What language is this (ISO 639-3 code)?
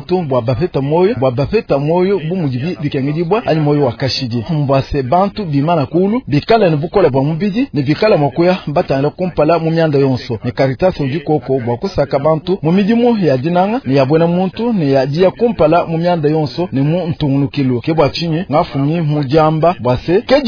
lua